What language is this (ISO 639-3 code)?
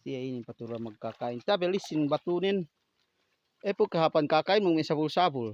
yka